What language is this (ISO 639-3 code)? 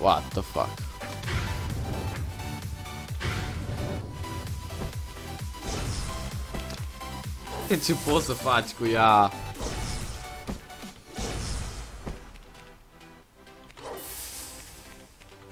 ron